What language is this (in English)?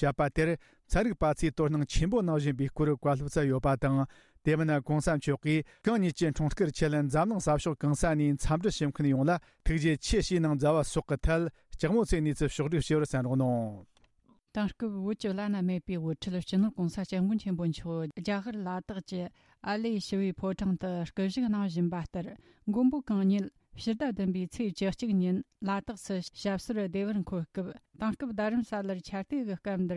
Tibetan